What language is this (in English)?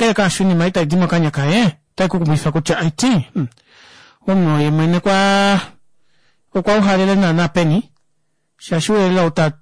Kuanyama